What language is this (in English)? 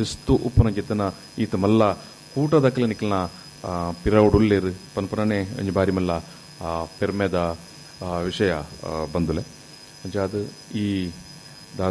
Tulu